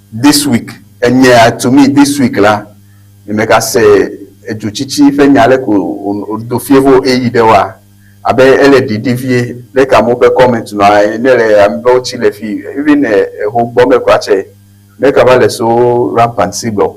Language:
Ewe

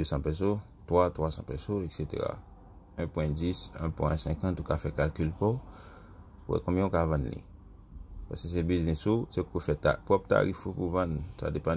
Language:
Haitian Creole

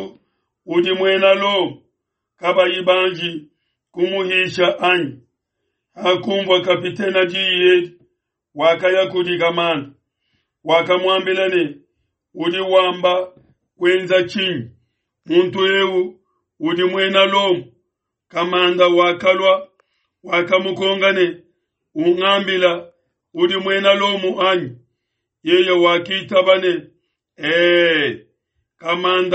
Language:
Luba-Lulua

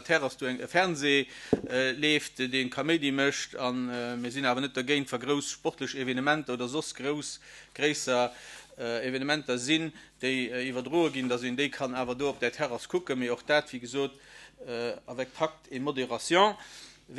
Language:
Luxembourgish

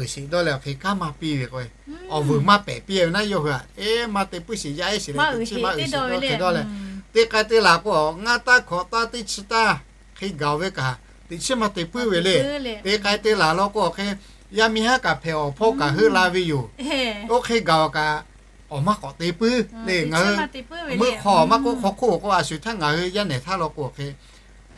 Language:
Lahu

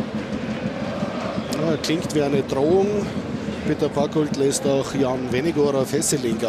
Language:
German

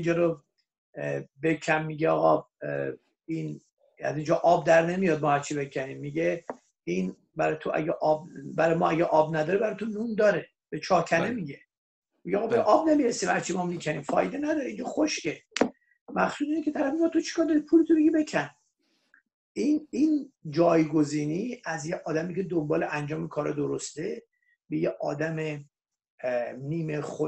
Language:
Persian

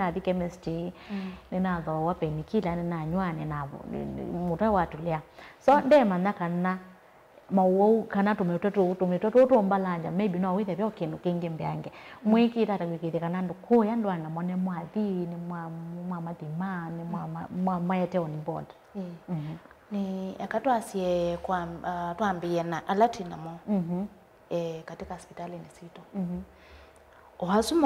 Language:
Kamba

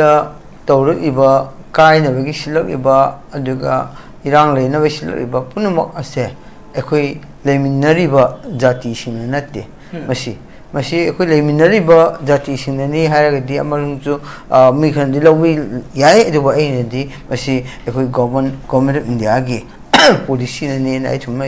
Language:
Manipuri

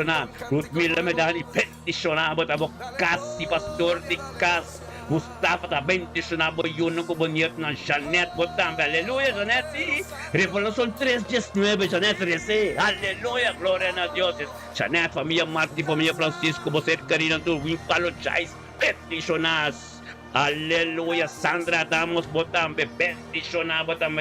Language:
Papiamento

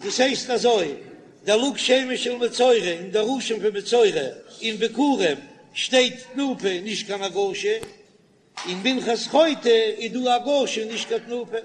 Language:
Yiddish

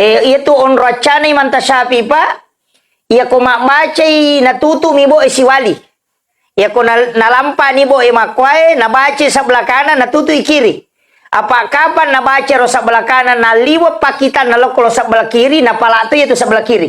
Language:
Buginese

